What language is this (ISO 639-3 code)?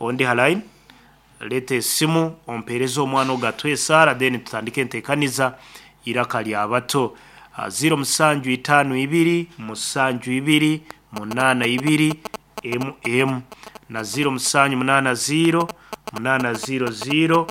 nyn